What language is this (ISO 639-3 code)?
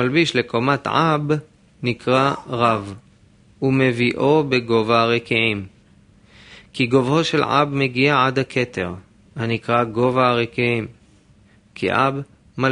heb